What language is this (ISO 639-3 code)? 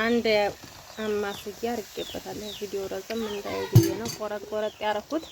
amh